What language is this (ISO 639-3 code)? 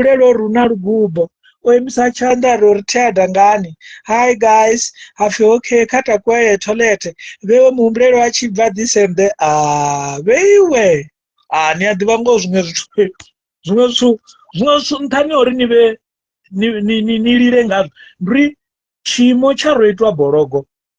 ven